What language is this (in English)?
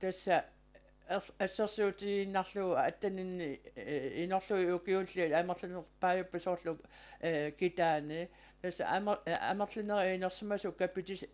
Kalaallisut